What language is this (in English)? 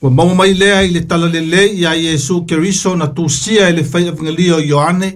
Samoan